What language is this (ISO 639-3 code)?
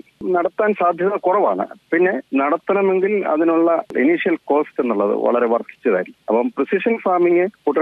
mal